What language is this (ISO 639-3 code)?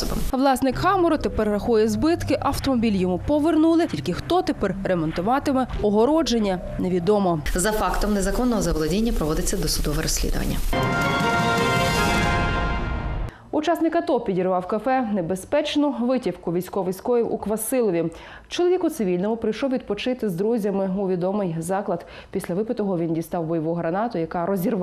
ukr